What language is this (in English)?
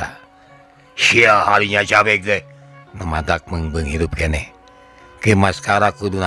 Sundanese